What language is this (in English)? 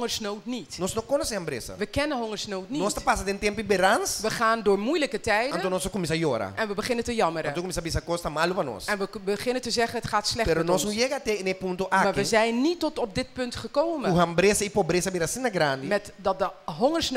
Papiamento